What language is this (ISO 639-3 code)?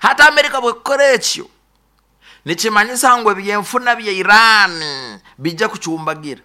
nyn